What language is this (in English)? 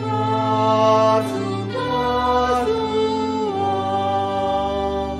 Batak Simalungun